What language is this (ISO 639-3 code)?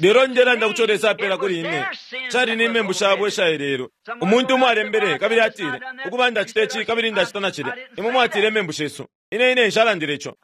bem